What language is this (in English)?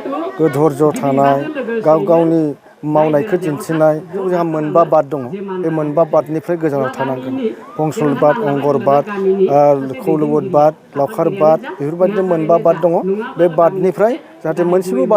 Bodo